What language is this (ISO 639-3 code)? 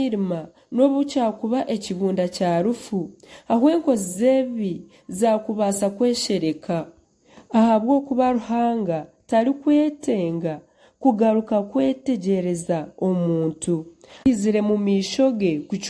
nyn